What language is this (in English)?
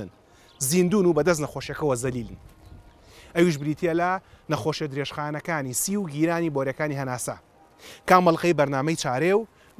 Central Kurdish